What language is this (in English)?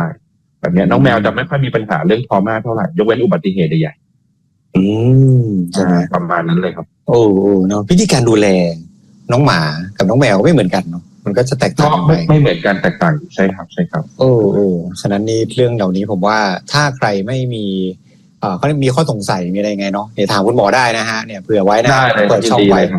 Thai